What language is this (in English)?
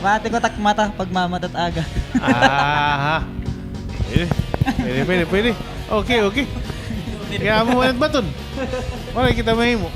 Waray